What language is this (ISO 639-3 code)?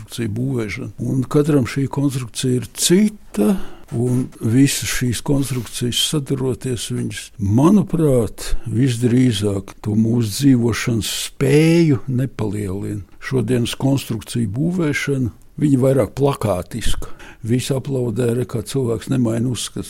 lav